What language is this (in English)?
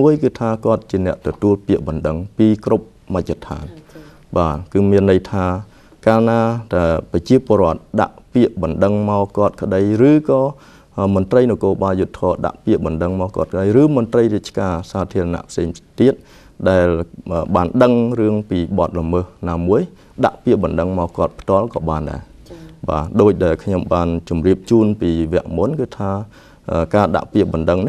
Khmer